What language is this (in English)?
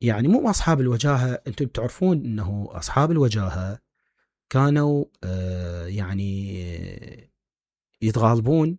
Mesopotamian Arabic